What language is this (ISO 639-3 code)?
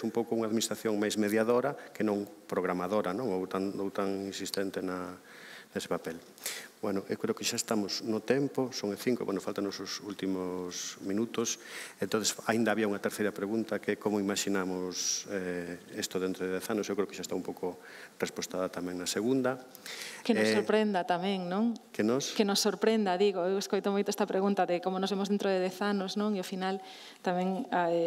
glg